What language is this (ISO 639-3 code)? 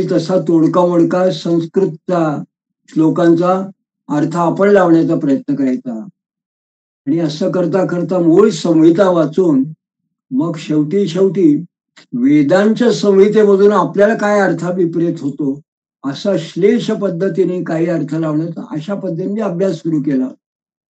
mar